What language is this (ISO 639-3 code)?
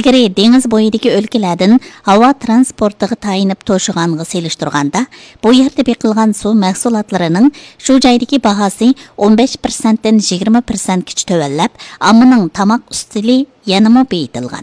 uig